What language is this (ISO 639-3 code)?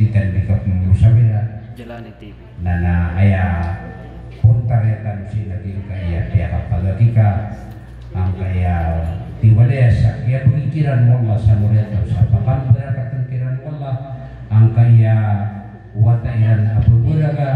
mrw